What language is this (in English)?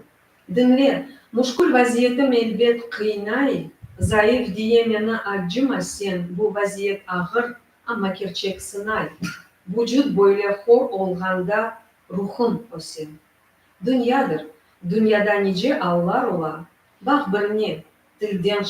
Crimean Tatar